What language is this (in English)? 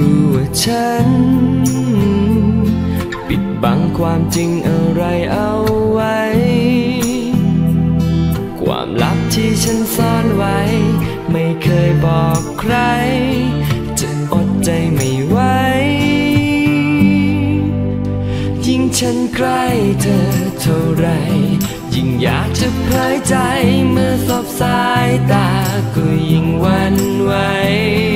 Thai